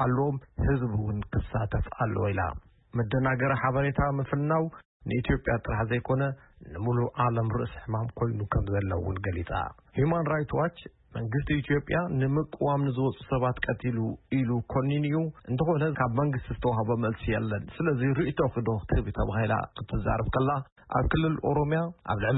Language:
Tigrinya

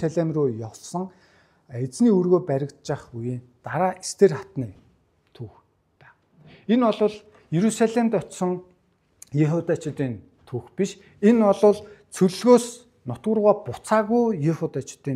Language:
Mongolian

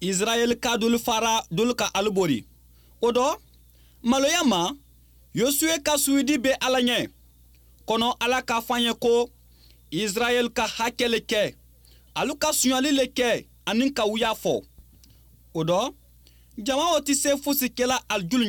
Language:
Bambara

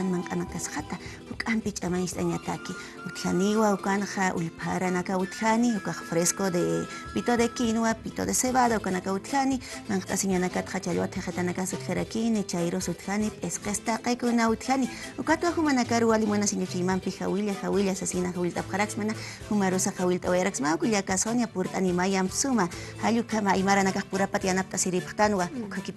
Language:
Aymara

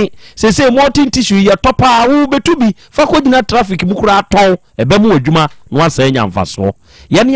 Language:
Akan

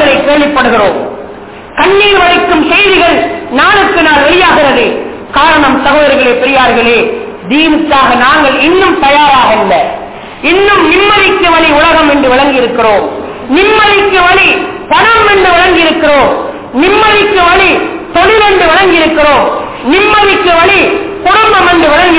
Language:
Tamil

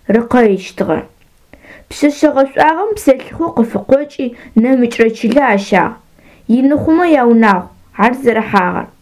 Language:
Adyghe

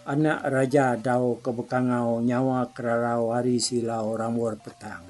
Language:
Iban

